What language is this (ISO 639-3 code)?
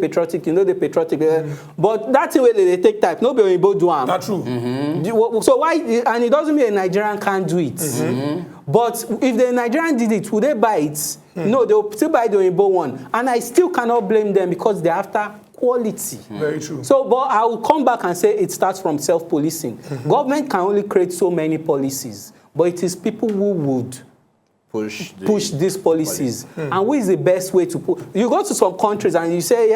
pcm